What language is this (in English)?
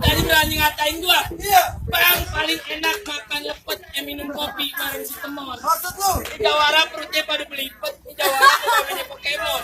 Betawi